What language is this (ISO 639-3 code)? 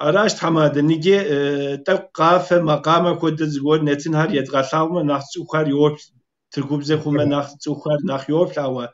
kbd